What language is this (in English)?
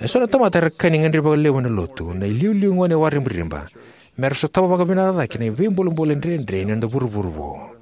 Fijian